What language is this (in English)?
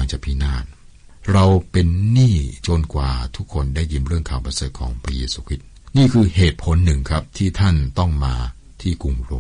Thai